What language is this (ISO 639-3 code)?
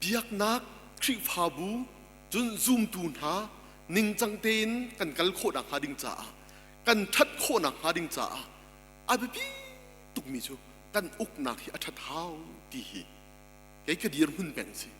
cnh